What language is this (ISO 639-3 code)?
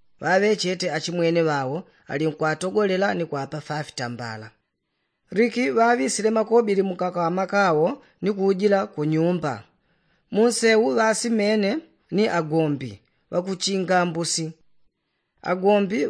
yao